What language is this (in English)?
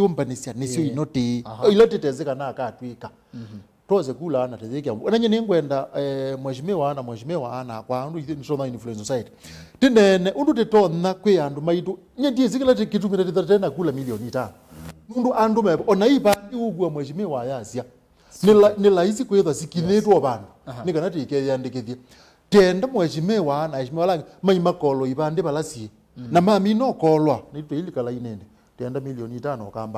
Kamba